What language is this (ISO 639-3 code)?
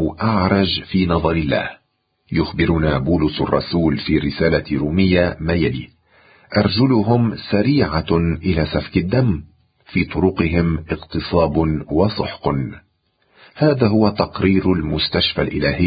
ara